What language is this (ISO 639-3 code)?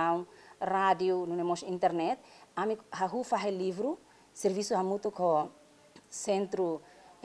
tet